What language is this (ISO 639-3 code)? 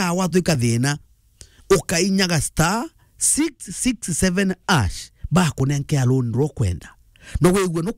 mer